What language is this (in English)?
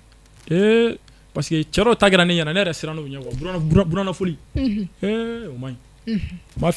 Bambara